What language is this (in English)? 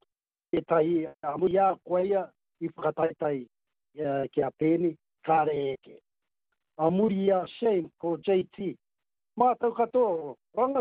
Māori